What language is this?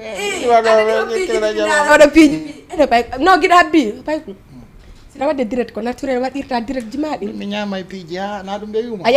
Fula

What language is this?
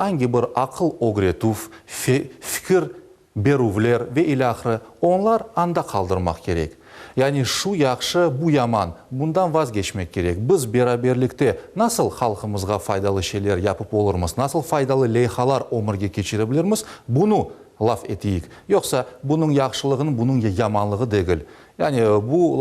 Crimean Tatar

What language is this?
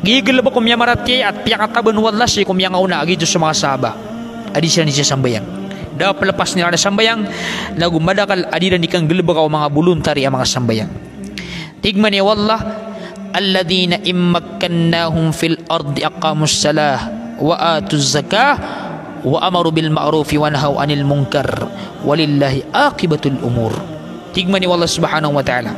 Maranao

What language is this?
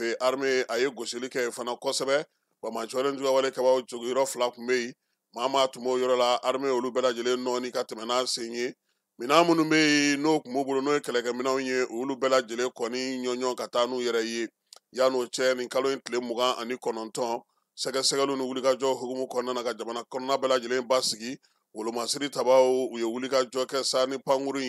Bambara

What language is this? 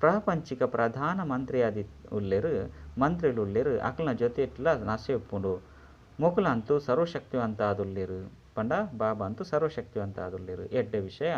Tulu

